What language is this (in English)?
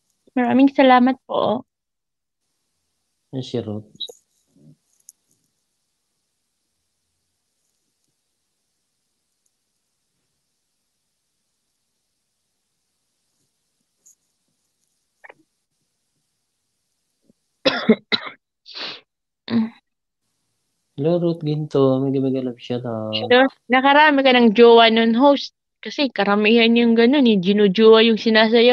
Filipino